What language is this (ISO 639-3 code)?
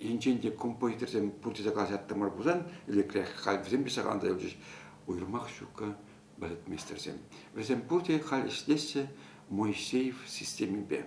chv